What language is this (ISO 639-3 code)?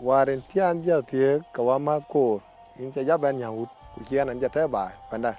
din